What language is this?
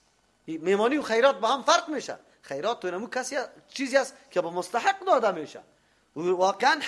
Persian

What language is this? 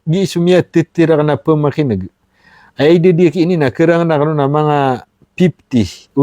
Maranao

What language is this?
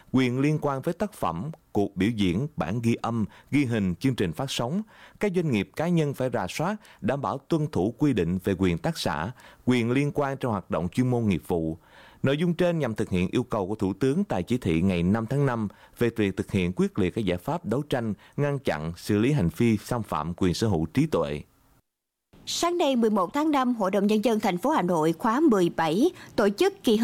Vietnamese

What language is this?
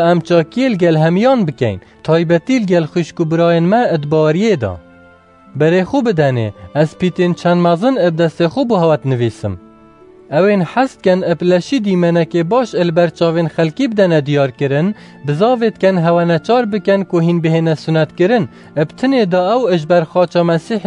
Kurdish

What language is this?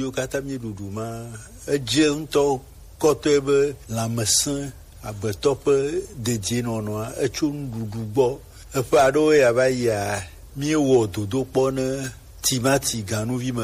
Gen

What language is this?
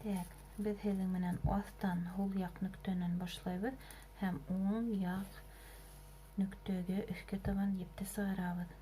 Bashkir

